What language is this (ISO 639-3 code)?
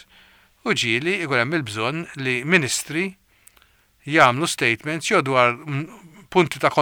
mlt